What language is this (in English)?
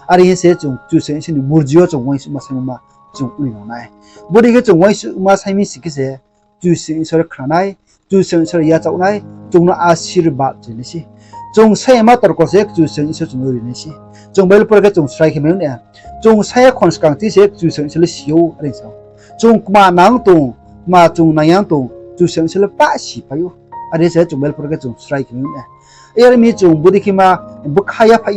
Riang (India)